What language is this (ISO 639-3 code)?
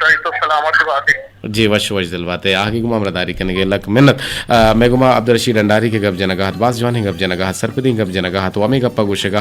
bgp